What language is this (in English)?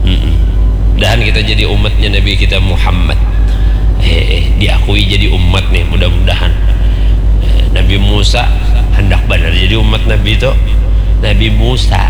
Banjar